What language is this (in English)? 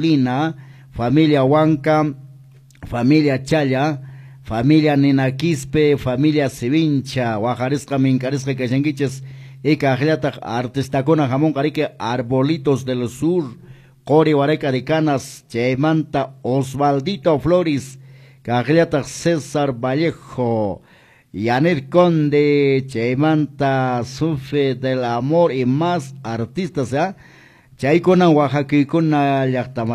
Quechua